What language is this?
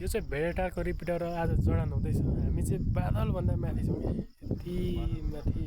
Nepali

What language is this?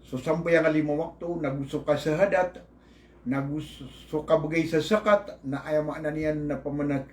Maranao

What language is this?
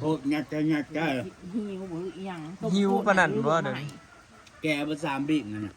Northeastern Thai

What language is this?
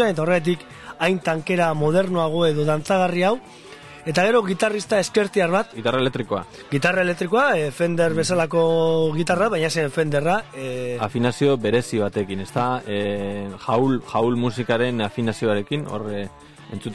Basque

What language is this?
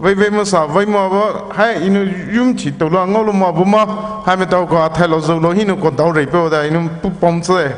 Poumei Naga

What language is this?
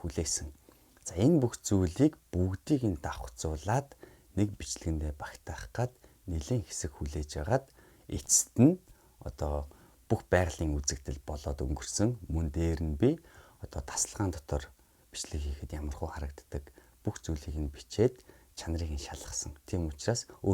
Mongolian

